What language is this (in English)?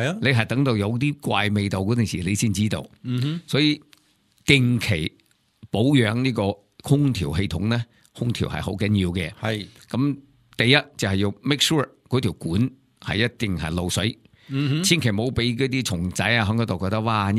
Cantonese